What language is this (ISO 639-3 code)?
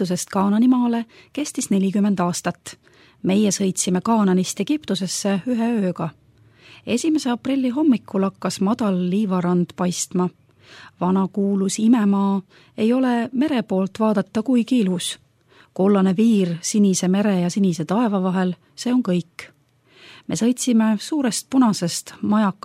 est